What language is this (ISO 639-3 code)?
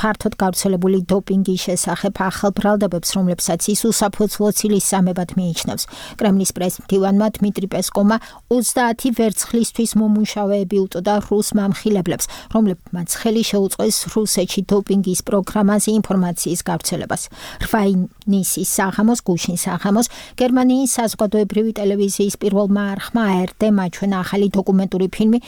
kat